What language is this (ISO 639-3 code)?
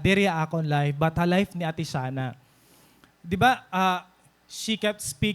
war